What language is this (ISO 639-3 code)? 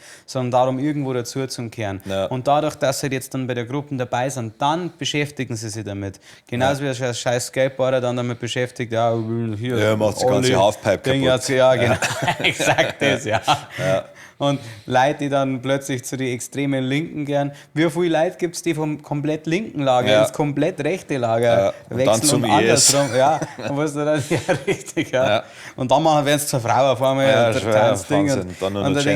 bar